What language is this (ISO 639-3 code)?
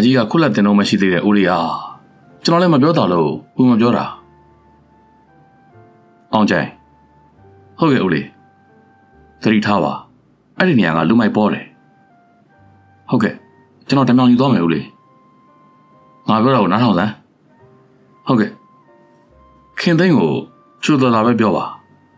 mya